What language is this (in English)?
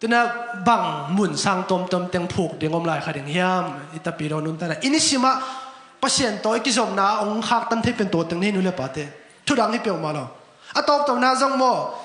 Tedim Chin